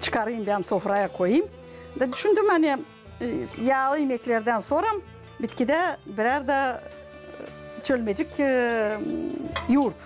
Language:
Gagauz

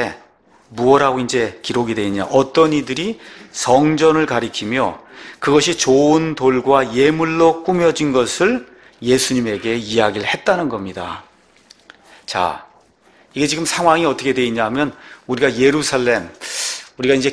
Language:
Korean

